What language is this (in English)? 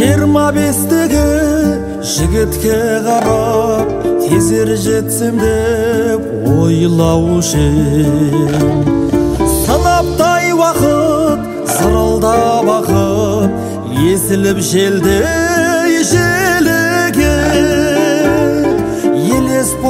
Kazakh